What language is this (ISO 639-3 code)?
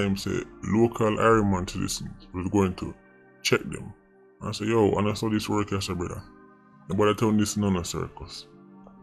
jam